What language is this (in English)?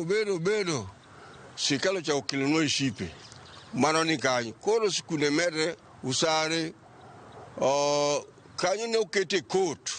Luo (Kenya and Tanzania)